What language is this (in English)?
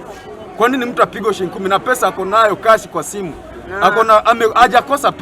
Gusii